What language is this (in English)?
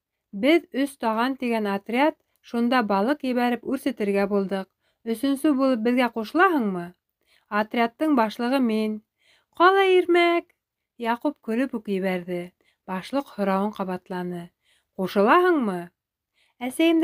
Bashkir